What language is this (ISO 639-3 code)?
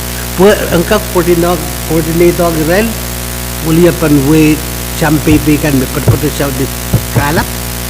pon